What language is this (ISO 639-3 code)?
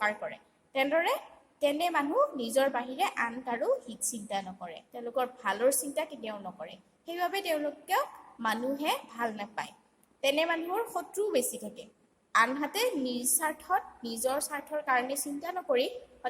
asm